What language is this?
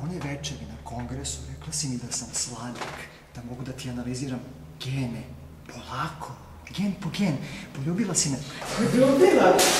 Serbian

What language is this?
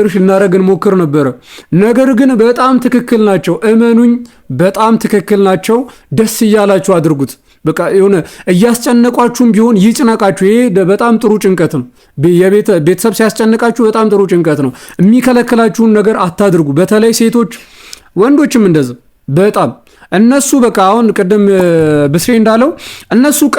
Amharic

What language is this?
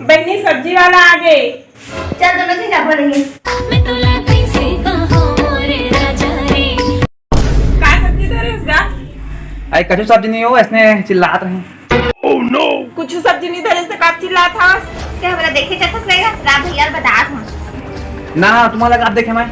Chhattisgarhi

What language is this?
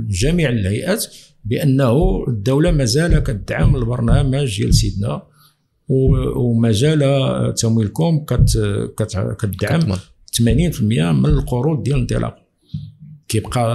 Moroccan Arabic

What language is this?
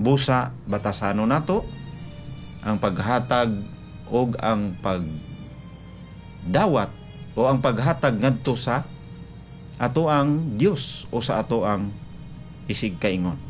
Cebuano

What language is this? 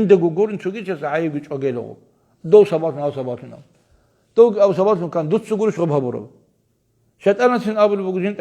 Avaric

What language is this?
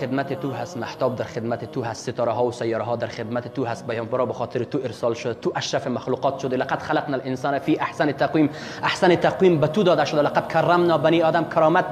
Persian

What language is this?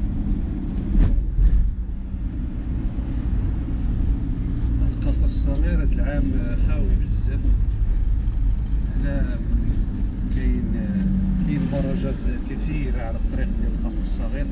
Moroccan Arabic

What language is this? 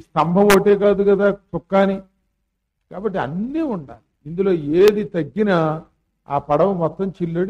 Telugu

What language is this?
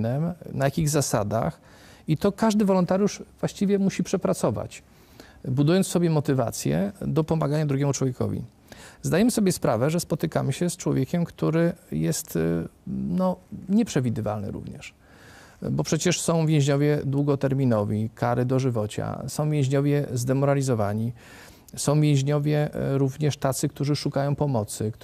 Polish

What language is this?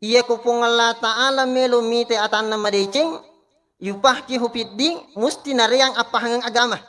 Buginese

